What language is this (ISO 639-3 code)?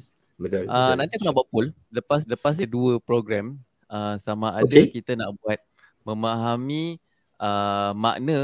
msa